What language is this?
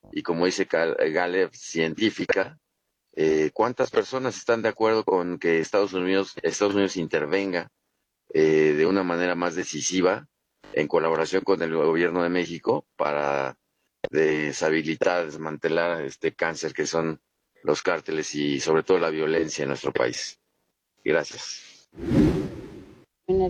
Spanish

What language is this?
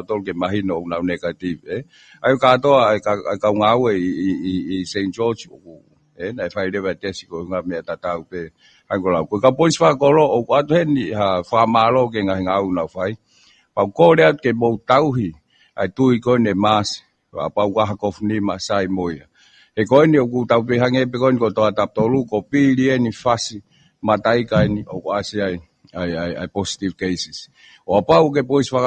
Tongan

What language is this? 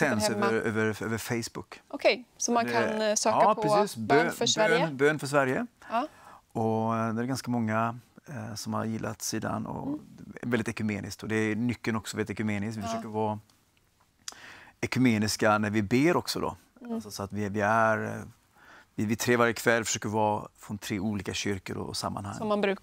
Swedish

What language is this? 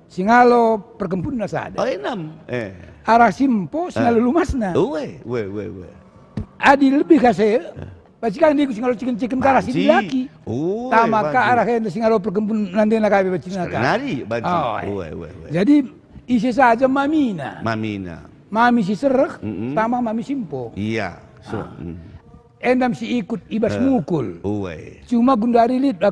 Batak Karo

